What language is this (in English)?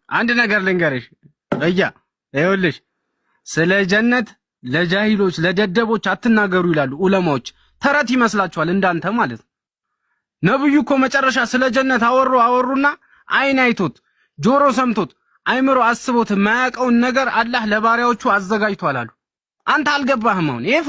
Amharic